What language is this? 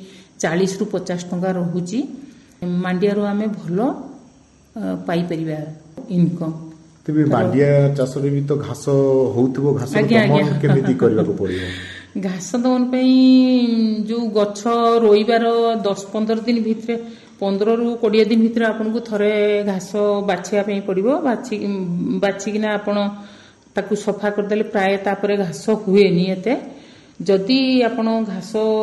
Odia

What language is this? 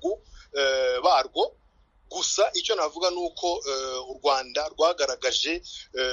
Kinyarwanda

